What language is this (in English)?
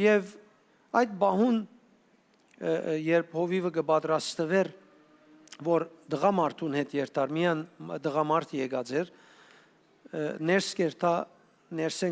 Western Armenian